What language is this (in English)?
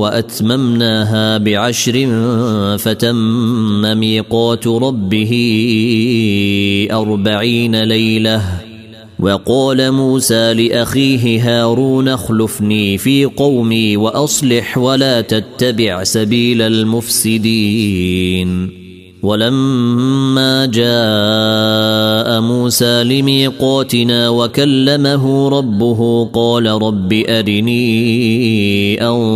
Arabic